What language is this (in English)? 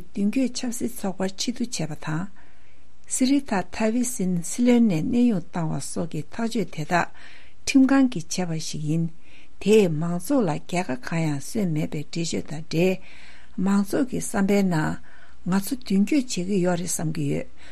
Tibetan